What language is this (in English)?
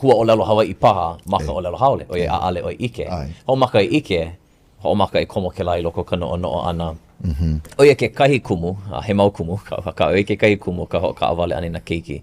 Hawaiian